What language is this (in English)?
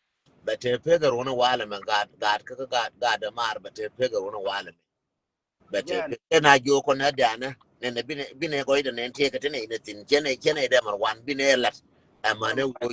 Nuer